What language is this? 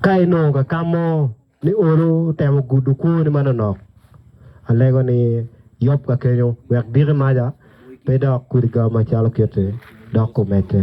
Acoli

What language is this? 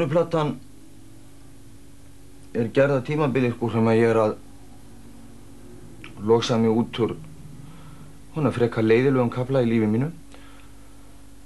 Icelandic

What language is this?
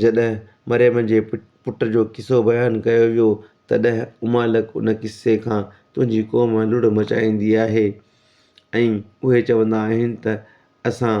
Sindhi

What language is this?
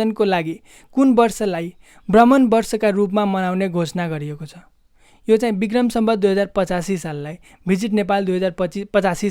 Nepali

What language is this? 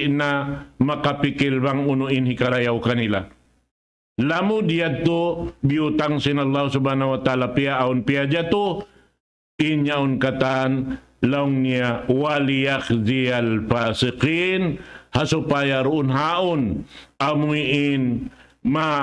Tausug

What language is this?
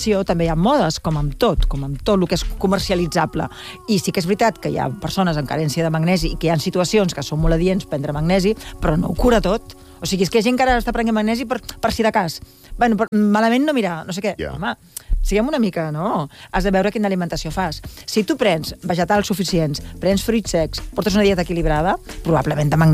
Catalan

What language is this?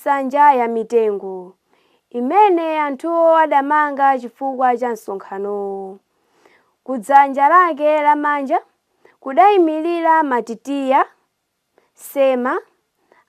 Nyanja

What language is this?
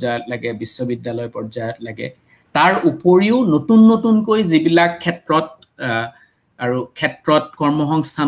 Assamese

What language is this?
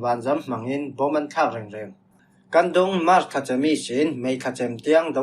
Falam Chin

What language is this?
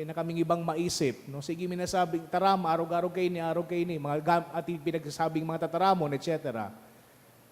Bikol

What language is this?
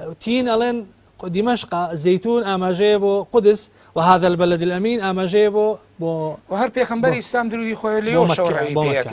Central Kurdish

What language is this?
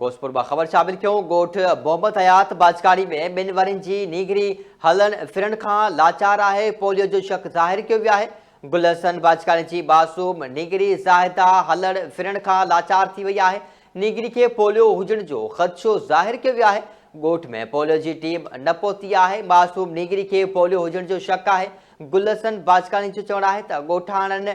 Sindhi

